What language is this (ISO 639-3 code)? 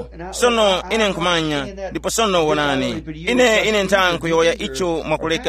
tum